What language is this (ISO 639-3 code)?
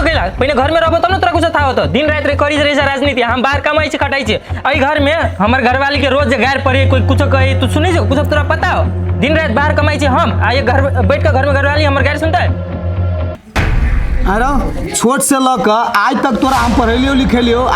mai